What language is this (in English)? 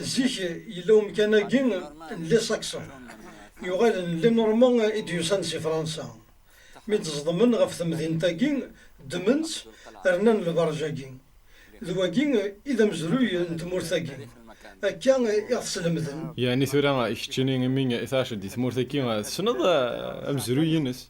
Kabyle